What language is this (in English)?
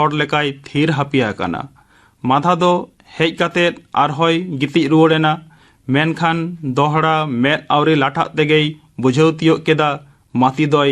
Santali